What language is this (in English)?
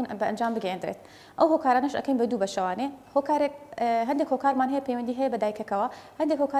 Central Kurdish